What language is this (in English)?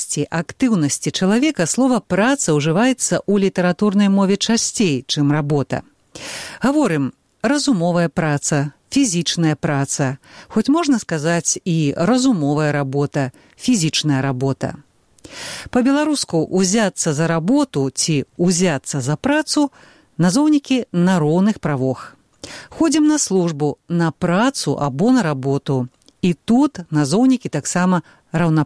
Belarusian